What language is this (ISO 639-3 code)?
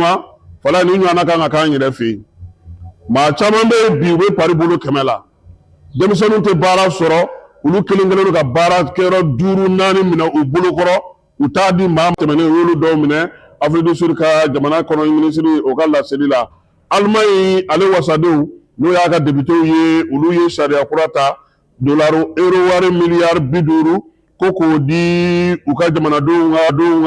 bam